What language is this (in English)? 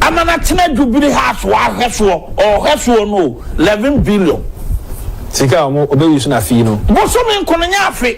Akan